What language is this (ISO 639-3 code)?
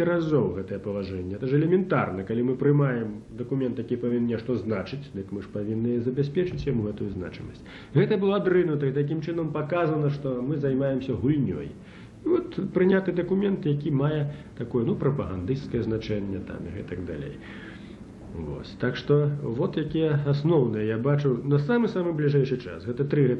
bel